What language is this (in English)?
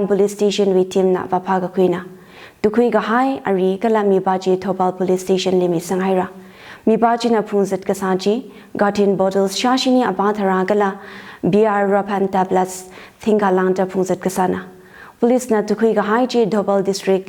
Tangkhul Naga (India)